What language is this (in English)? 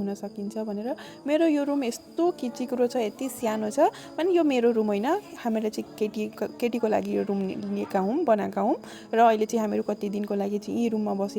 Nepali